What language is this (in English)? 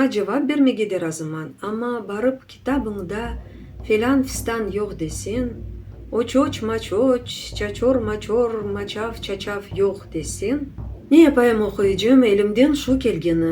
Crimean Tatar